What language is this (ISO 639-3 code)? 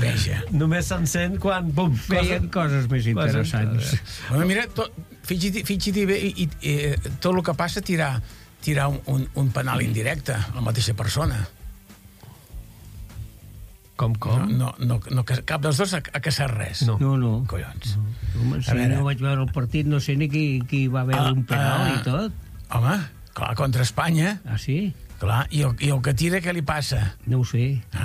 cat